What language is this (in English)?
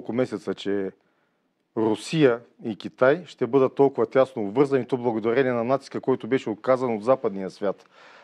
Bulgarian